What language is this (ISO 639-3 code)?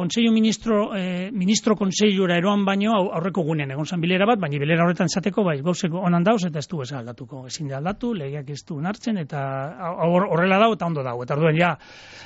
eus